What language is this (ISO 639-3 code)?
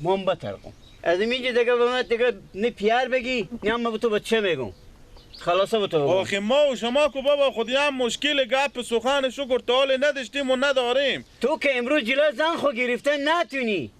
fas